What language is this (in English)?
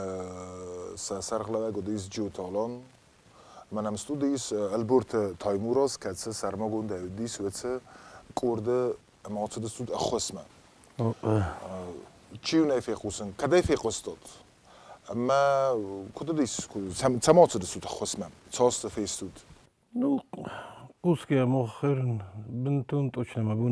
Ossetic